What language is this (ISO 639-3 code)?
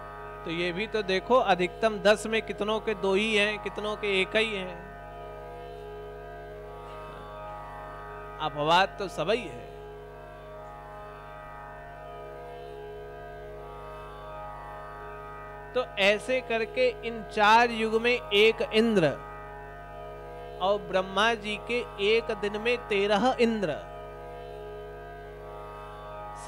hin